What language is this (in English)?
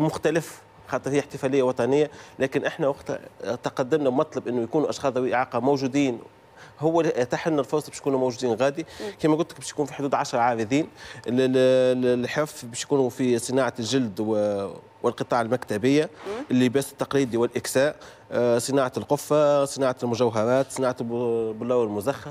Tunisian Arabic